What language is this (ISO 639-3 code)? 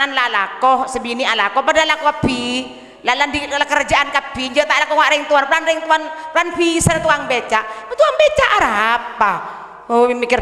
mad